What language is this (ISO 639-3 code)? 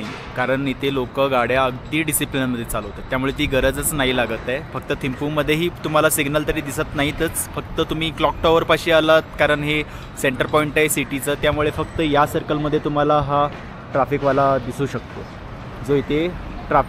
mar